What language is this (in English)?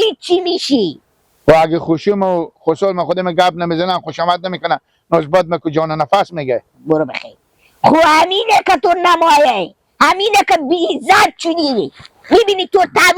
Hazaragi